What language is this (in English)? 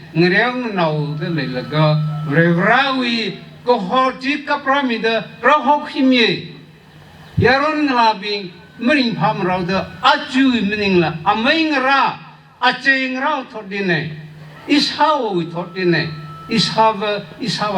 Tangkhul Naga (India)